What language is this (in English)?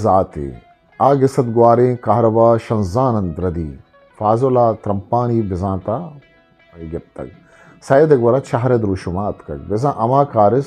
Eastern Balochi